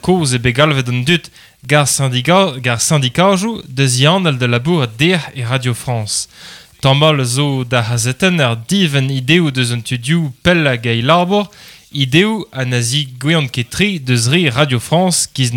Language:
Breton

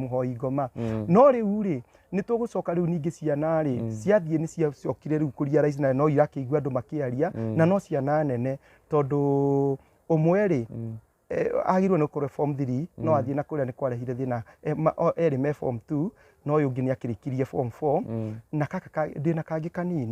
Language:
Kikuyu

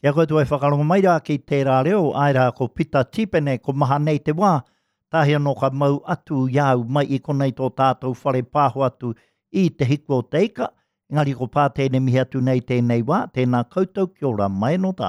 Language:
Māori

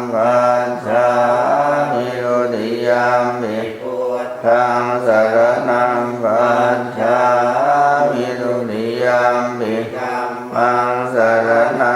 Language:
Pali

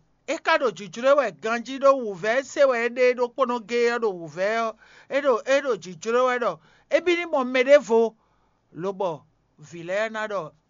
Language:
Fon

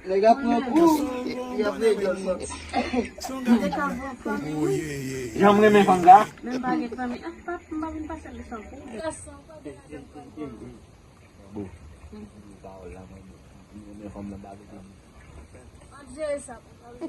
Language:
Haitian Creole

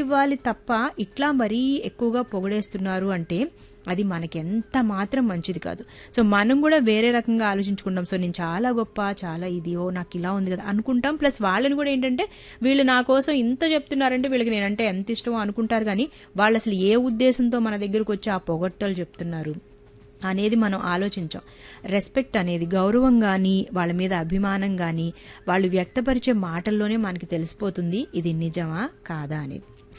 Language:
Telugu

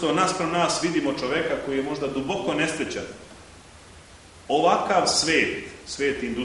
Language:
Serbian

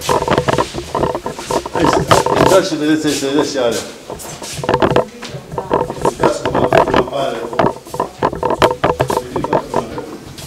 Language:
Romanian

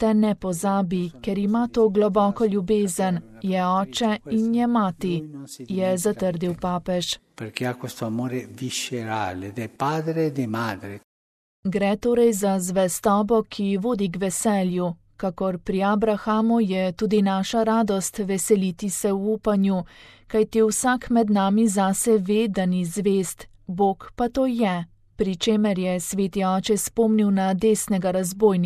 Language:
Slovenian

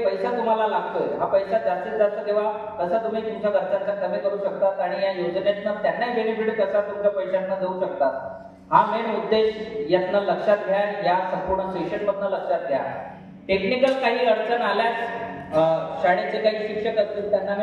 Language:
Marathi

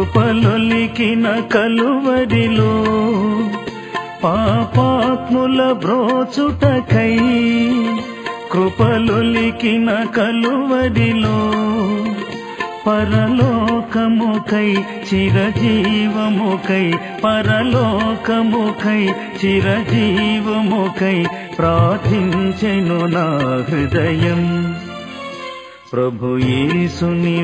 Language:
Telugu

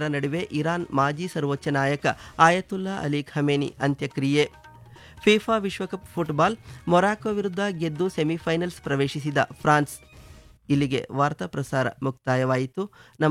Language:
Kannada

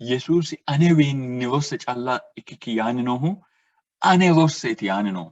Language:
Sidamo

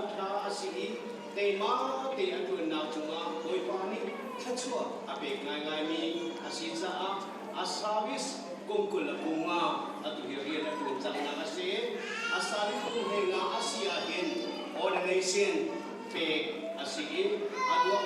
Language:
Hakha Chin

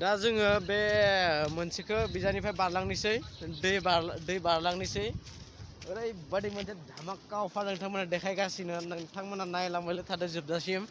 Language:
Bodo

